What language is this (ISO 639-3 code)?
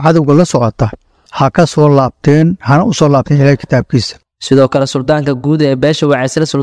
som